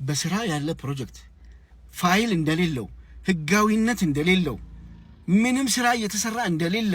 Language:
Amharic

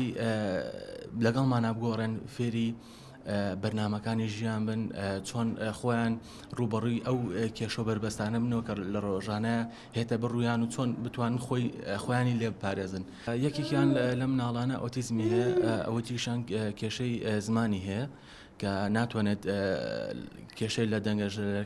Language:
Central Kurdish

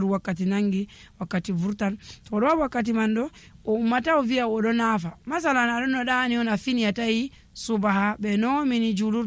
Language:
Nigerian Fulfulde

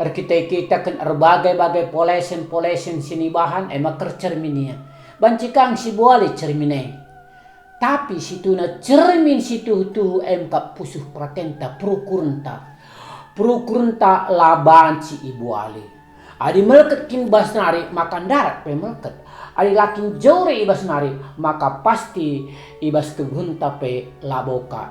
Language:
Batak Karo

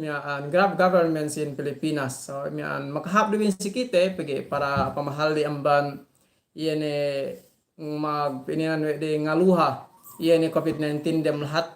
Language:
Yakan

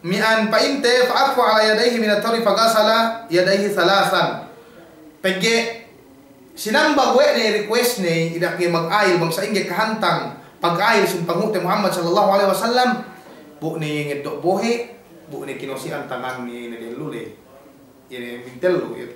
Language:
Yakan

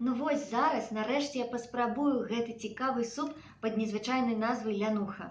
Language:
Belarusian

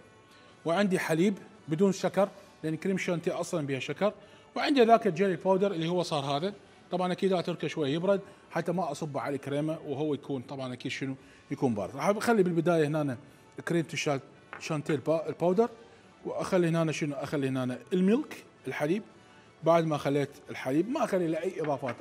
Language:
Mesopotamian Arabic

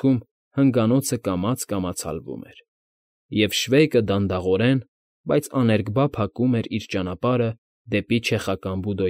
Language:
Armenian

